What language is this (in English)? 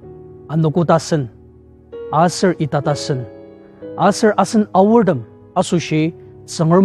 Ao Naga